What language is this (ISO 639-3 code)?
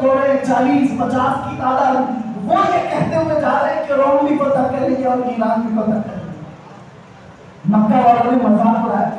urd